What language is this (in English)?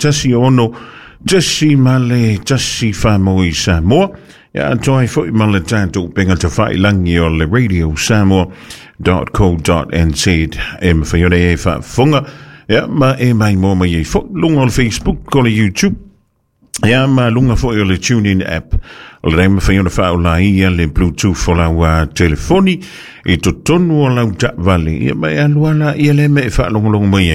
Samoan